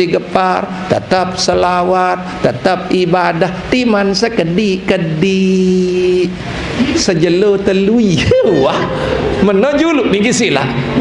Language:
Sasak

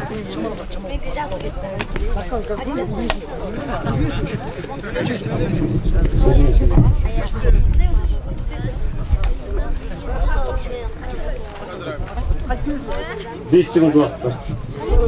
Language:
Kazakh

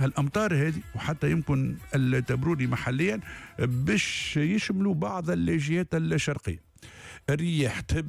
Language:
Tunisian Arabic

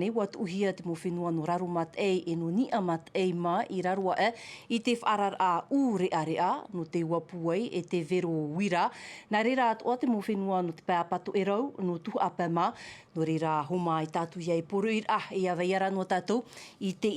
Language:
Tahitian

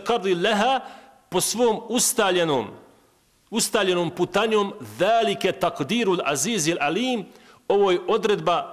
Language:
Bosnian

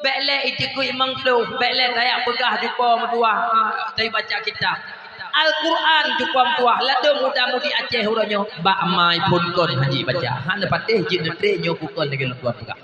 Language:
Achinese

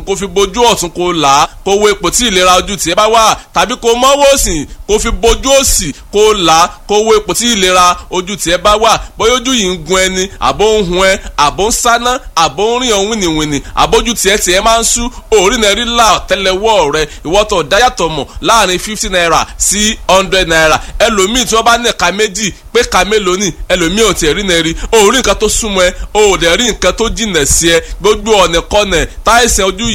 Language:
Yoruba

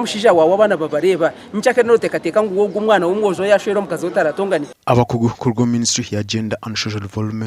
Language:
Nyankole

